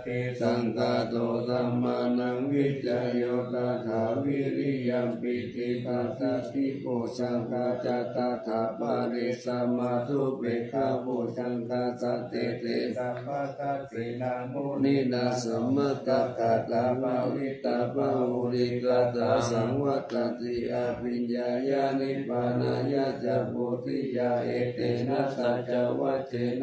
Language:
Pali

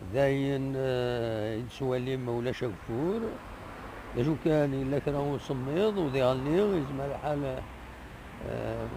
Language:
Kabyle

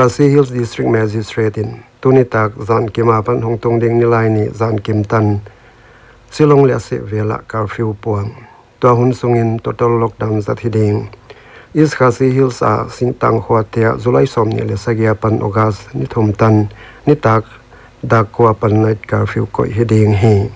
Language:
Paite Chin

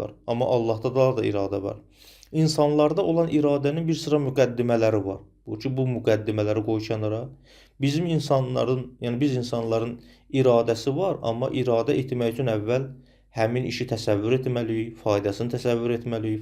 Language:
Azerbaijani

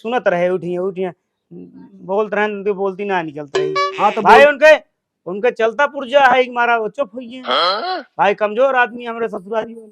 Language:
Awadhi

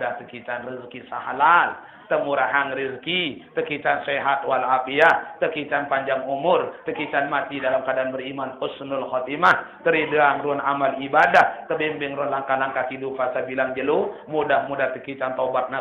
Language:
Sasak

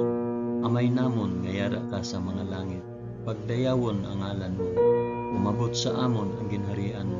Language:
Hiligaynon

